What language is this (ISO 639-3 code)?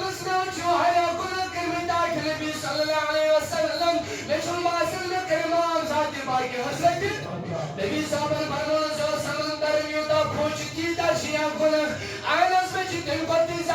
kas